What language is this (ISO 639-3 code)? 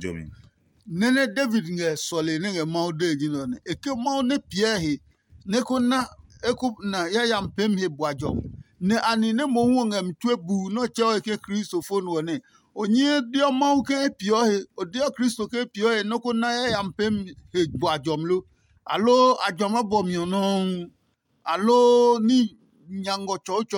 ada